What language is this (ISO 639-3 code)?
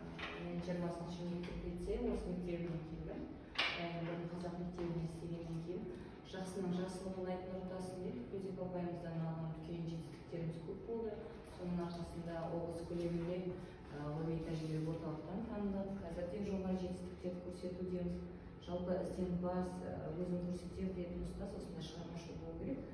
kaz